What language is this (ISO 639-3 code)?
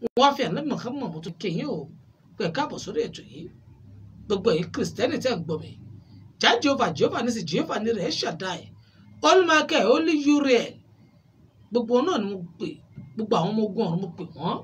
yor